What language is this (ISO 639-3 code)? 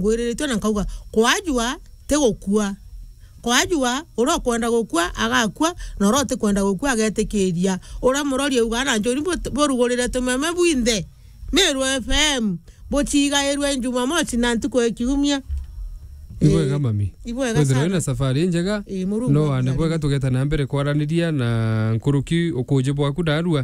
mer